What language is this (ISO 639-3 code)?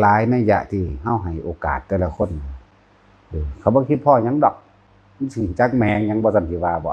tts